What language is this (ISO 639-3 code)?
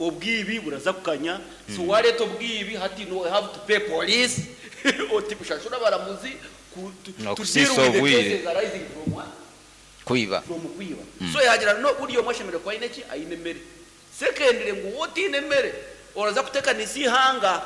nyn